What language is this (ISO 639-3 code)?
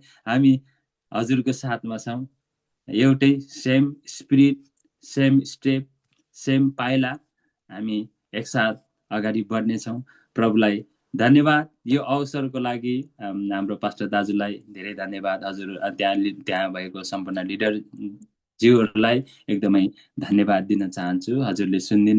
nep